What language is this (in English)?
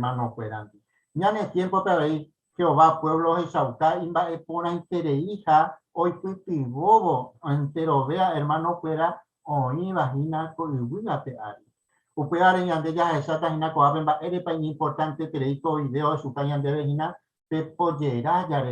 Guarani